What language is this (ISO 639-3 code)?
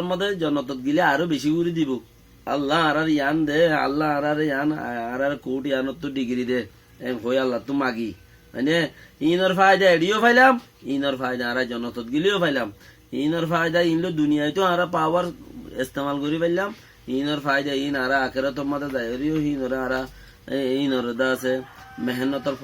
rhg